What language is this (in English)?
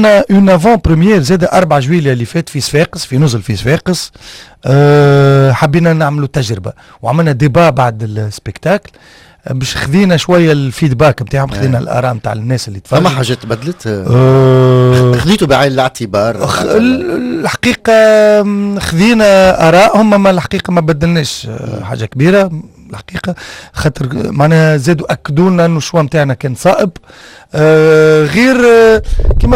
Tunisian Arabic